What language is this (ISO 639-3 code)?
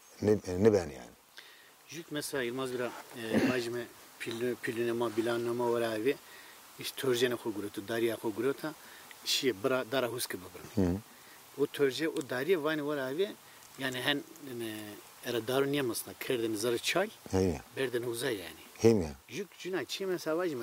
zza